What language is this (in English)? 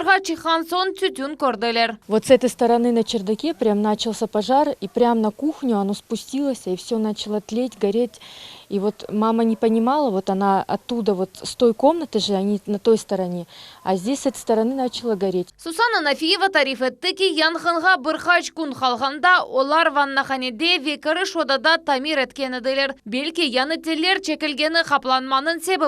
Crimean Tatar